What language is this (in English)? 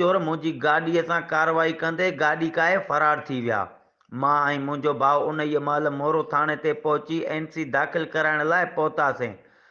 Sindhi